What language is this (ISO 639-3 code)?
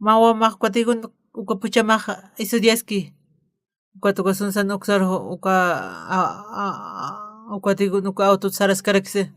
aym